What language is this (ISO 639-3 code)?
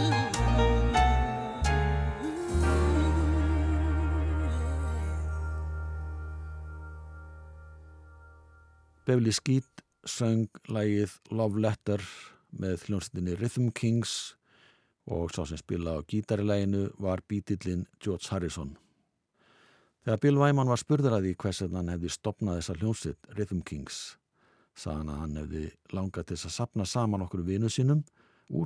isl